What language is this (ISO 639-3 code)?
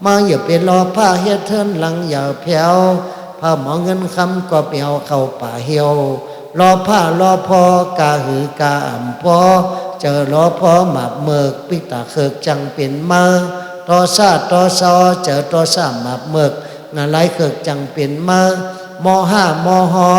shn